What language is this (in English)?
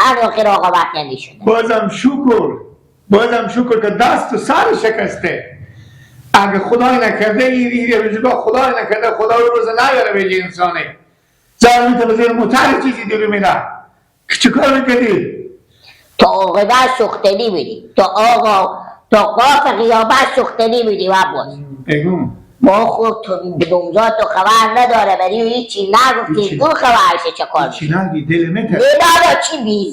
Hazaragi